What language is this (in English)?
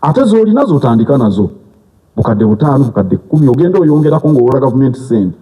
Ganda